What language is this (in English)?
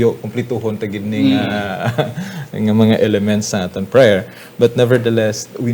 Hiligaynon